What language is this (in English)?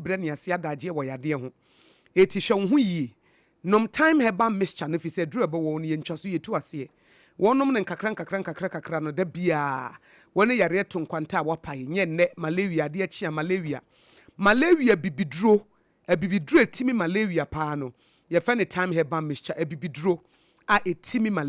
Akan